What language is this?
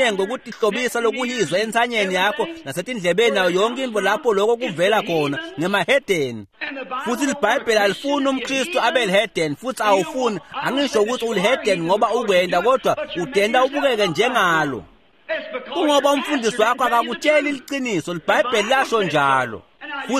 Swati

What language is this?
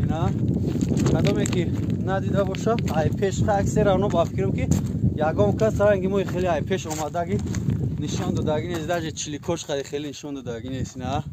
Tajik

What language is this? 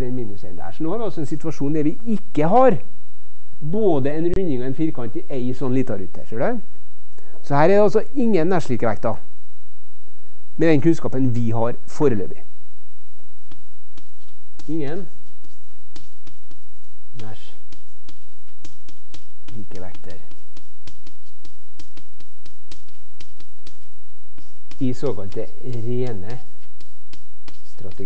Norwegian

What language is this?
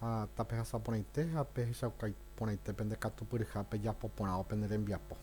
Guarani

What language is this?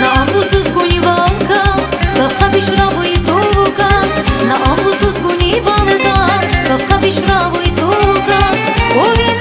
Tabassaran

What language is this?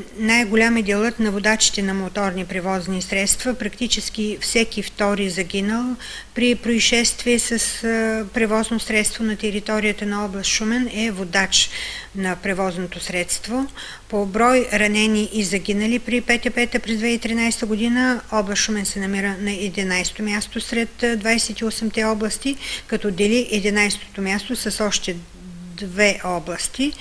Bulgarian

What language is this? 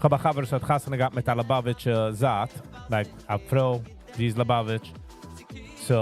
Yiddish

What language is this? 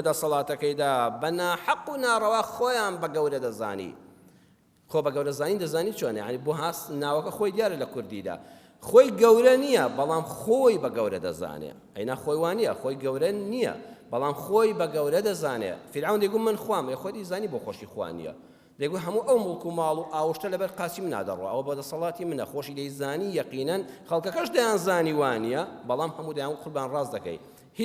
Central Kurdish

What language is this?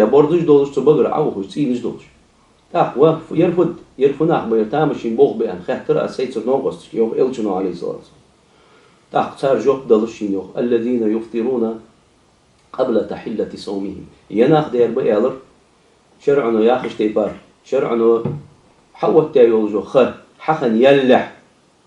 Ingush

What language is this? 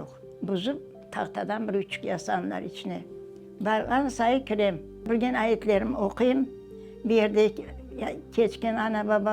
Crimean Tatar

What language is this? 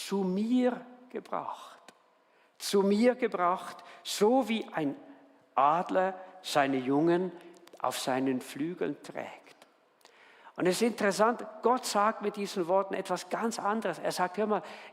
Swiss German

